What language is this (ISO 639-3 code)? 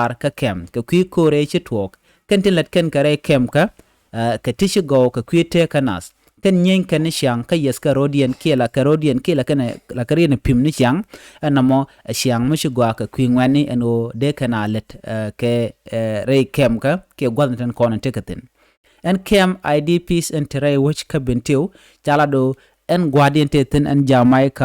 nus